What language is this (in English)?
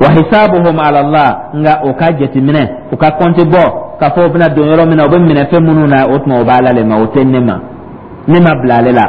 Dyula